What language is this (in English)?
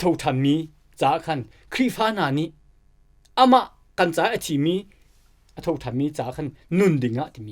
Hakha Chin